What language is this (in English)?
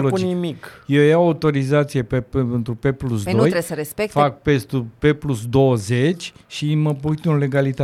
Romanian